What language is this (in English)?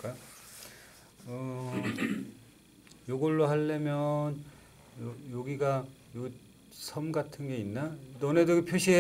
Korean